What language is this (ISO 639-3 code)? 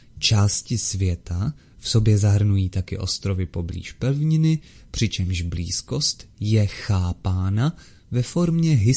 ces